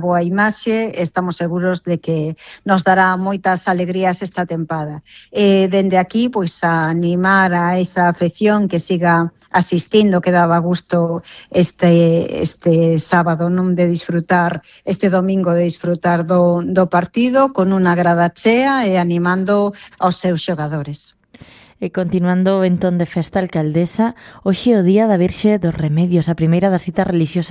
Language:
Galician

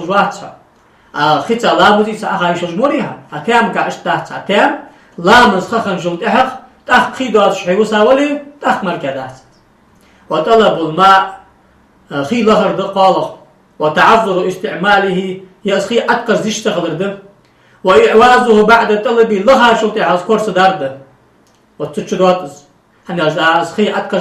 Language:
Ingush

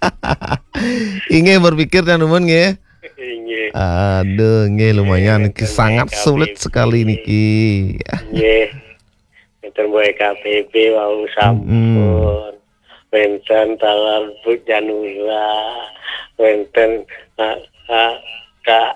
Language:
Balinese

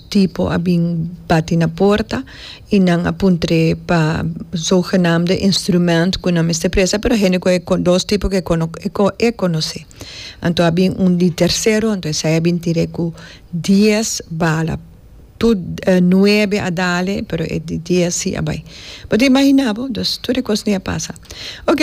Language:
Papiamento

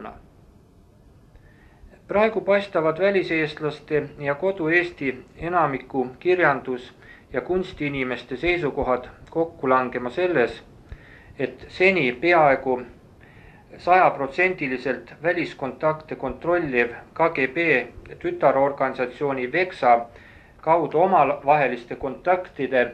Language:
Estonian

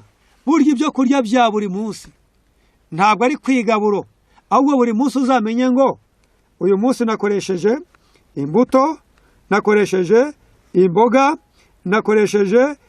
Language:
Kinyarwanda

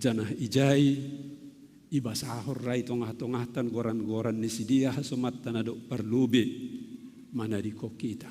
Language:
Batak Simalungun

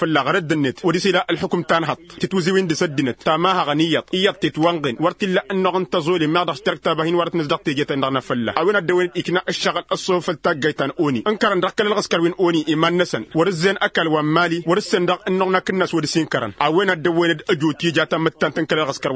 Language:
Tamasheq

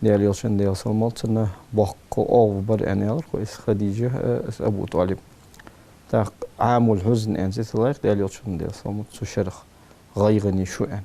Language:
Ingush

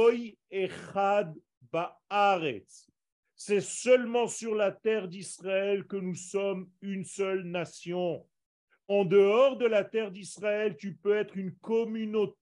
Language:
French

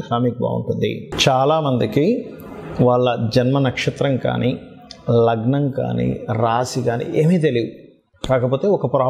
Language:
Telugu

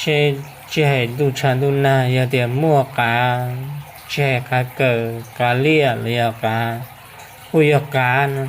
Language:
Hmong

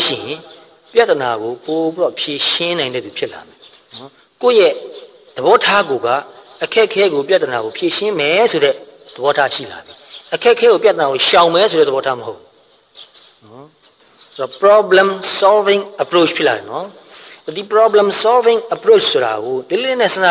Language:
Burmese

